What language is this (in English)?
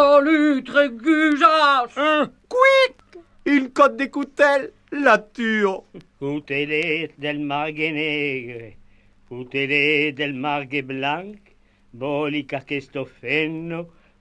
Occitan